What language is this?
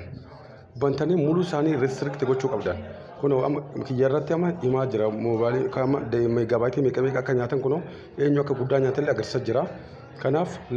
Oromo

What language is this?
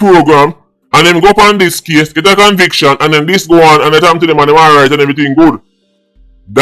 Jamaican Creole English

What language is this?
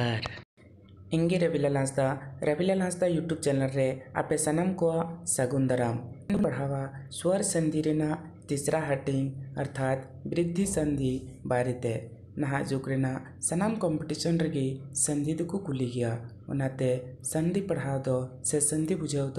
Santali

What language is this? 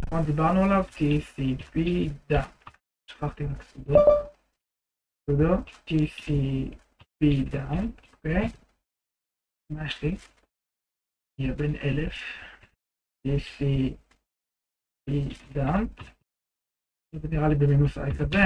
Hebrew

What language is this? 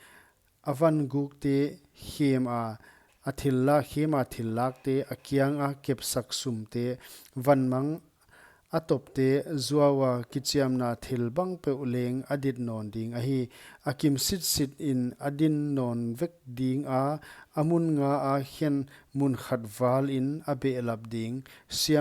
Paite Chin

